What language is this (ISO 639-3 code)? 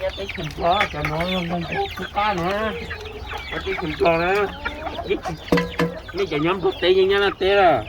hmn